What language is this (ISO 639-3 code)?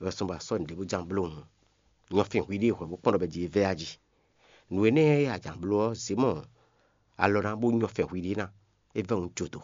fon